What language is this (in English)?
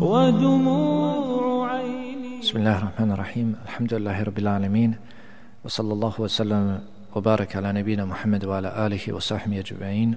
Bosnian